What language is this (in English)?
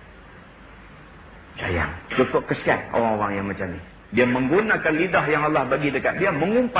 Malay